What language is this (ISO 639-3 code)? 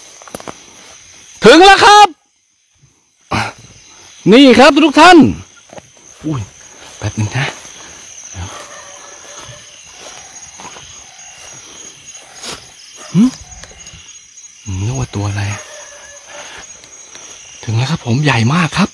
tha